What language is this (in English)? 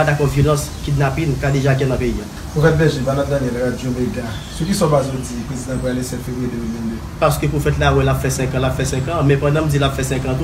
Haitian Creole